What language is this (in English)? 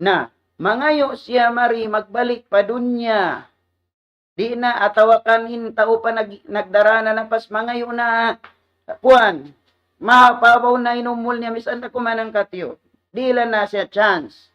Tausug